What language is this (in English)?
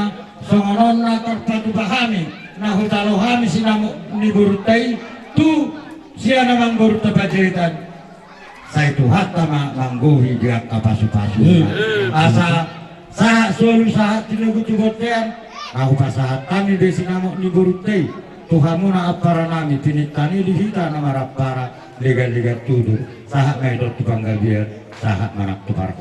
Batak Toba